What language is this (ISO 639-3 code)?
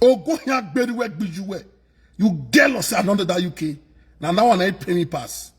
pcm